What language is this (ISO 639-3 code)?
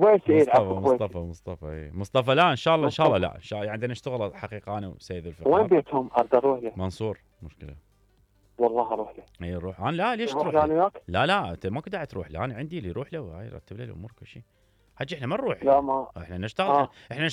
acm